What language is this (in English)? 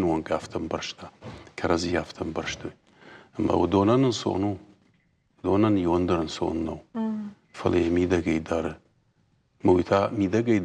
Ossetic